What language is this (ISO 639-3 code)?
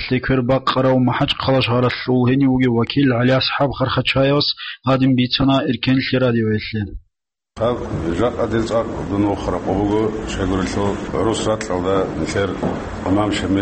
ava